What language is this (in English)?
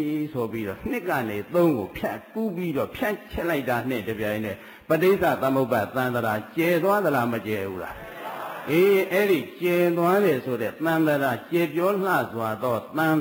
Burmese